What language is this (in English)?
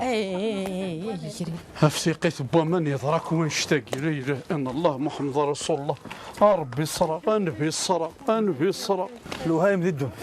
Kabyle